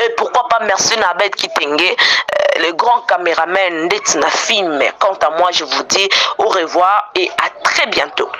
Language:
Lingala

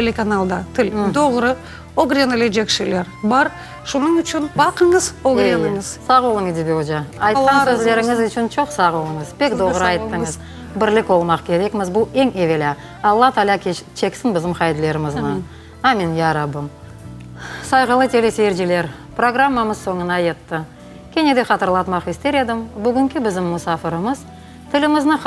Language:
Crimean Tatar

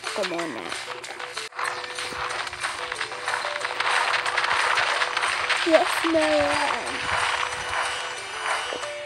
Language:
Filipino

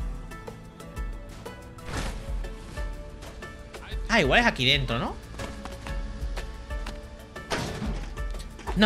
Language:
Spanish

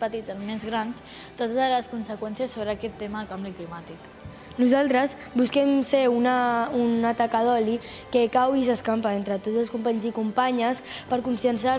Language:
Catalan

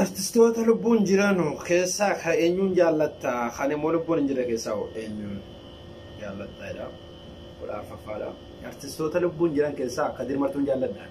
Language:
Oromo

